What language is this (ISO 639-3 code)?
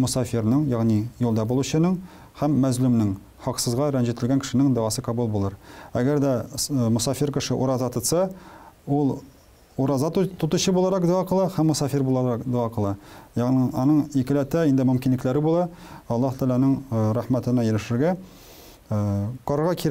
tat